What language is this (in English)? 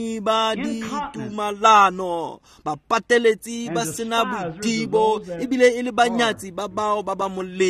Tswana